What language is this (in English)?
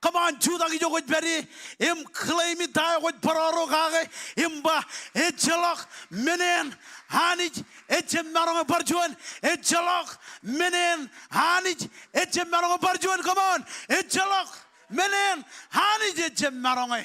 Marshallese